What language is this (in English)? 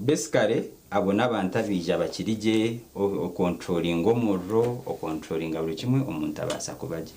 Nyankole